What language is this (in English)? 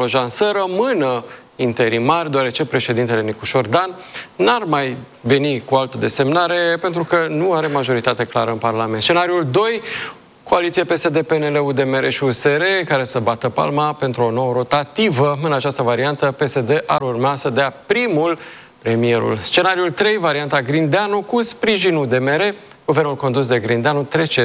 Romanian